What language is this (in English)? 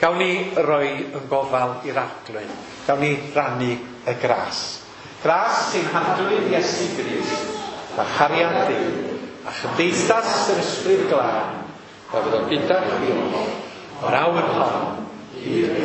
Welsh